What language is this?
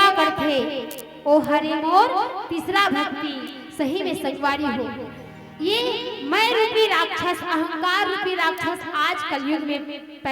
Chhattisgarhi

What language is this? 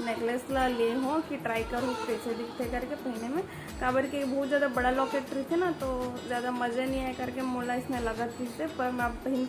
Chhattisgarhi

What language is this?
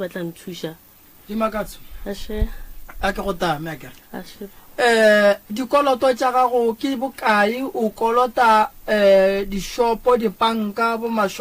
Northern Sotho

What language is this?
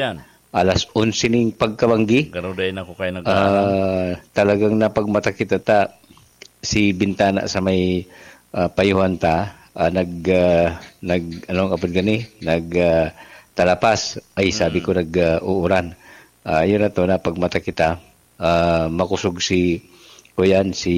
Bikol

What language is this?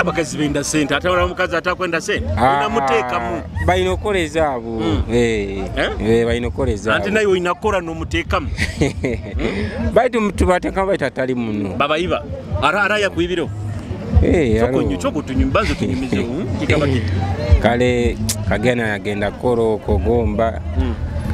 Nyoro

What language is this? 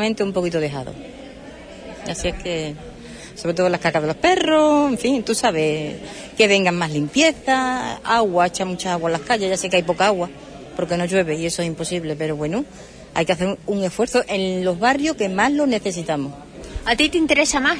Spanish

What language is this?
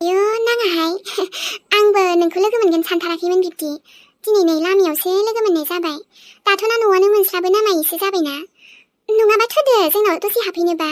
Bodo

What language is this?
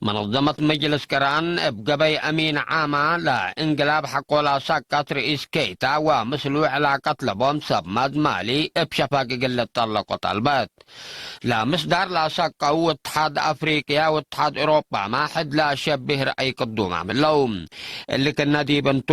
Tigre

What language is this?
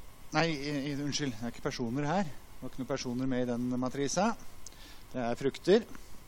Norwegian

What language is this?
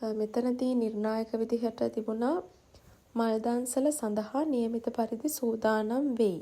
Sinhala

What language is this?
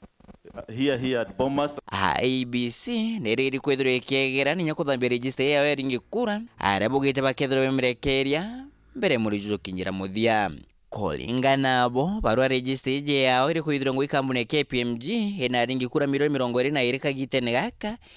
Meru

